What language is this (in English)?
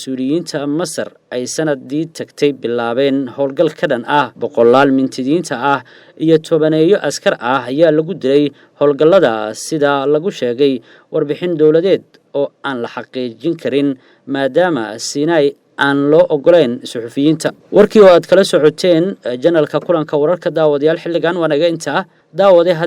Somali